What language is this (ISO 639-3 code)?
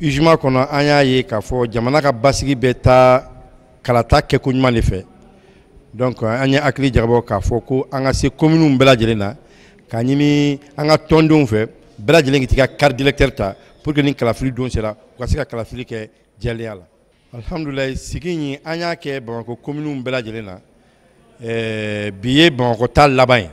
bam